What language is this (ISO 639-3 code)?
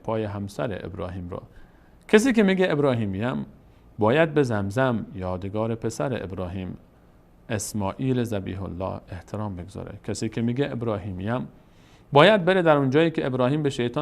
fas